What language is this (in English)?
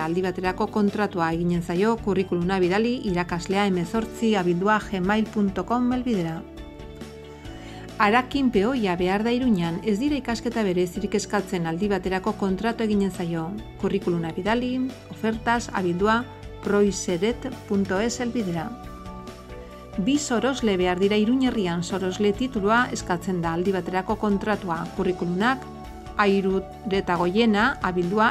Basque